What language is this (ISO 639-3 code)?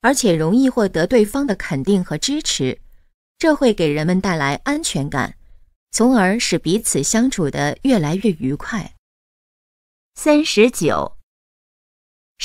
zho